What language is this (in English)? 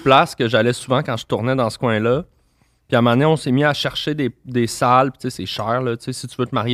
French